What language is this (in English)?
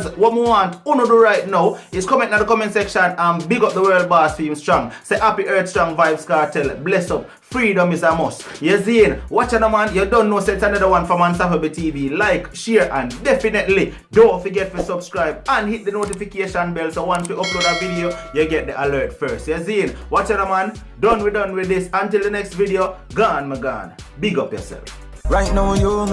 Jamaican Creole English